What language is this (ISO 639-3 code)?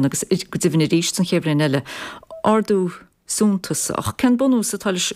gle